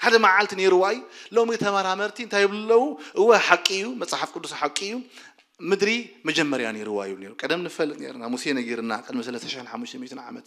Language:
Tigrinya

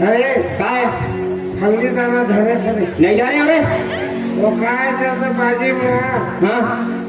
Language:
Chhattisgarhi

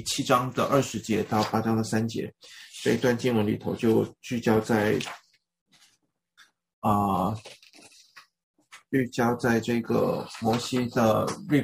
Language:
Chinese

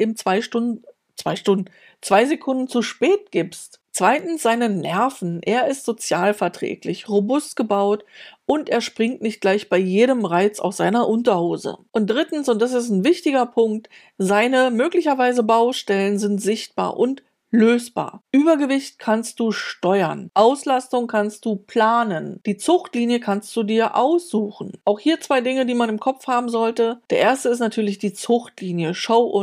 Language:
German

